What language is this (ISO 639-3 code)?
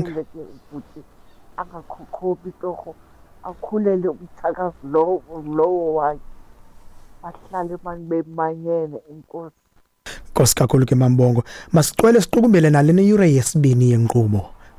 xho